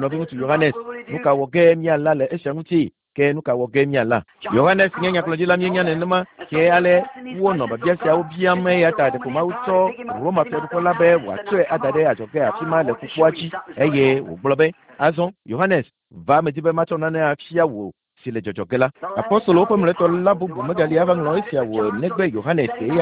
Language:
Ewe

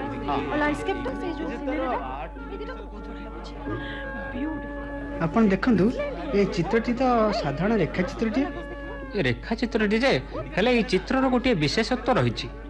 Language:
Odia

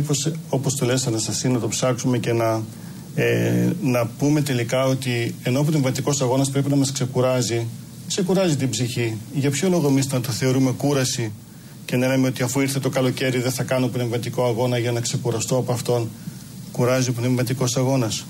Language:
Greek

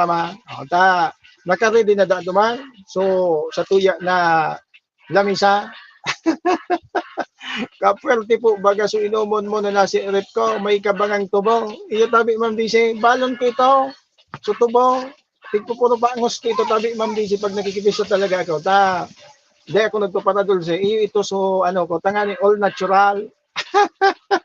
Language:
Bikol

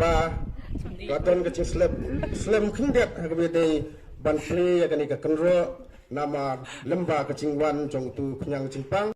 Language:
Khasi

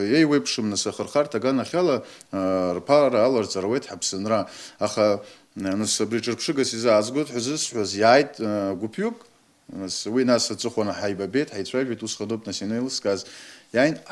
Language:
Abkhazian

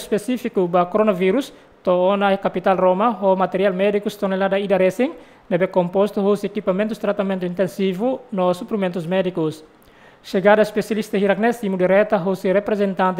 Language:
Tetum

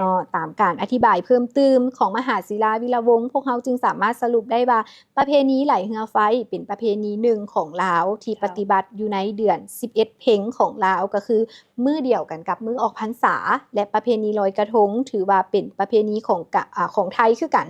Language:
Lao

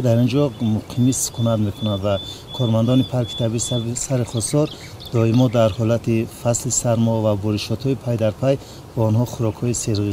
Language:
Tajik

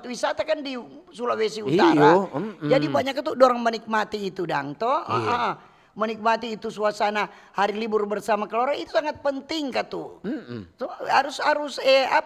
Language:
Manado Malay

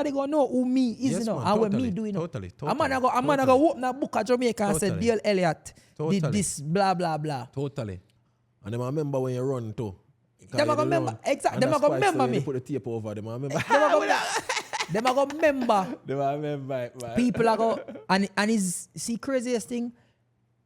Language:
Jamaican Creole English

